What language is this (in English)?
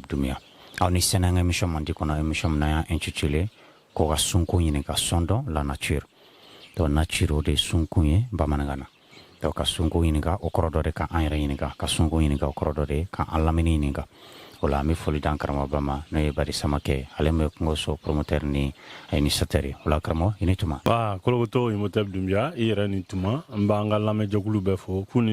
Bambara